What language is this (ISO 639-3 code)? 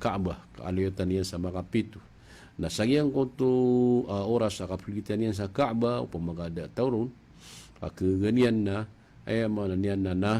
mrw